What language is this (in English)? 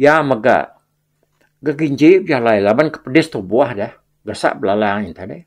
Iban